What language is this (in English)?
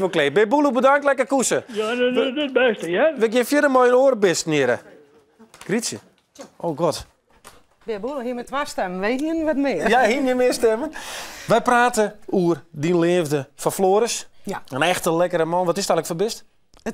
Western Frisian